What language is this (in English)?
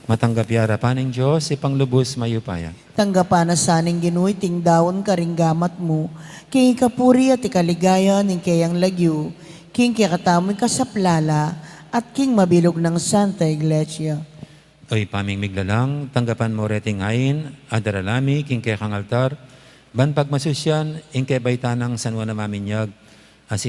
Pampanga